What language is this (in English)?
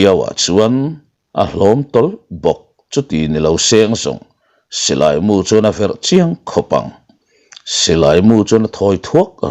Mizo